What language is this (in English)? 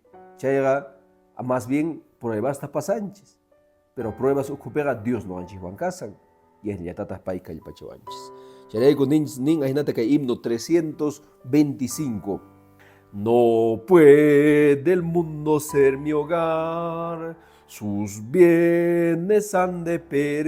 Quechua